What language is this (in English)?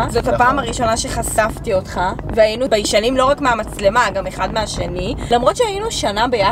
Hebrew